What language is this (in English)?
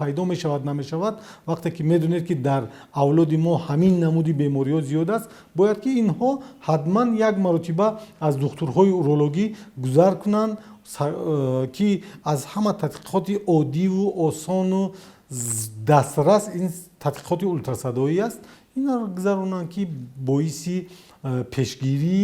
Tajik